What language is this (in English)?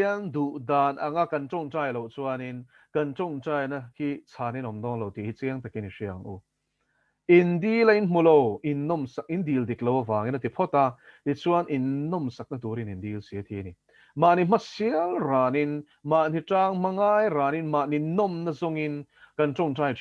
Mizo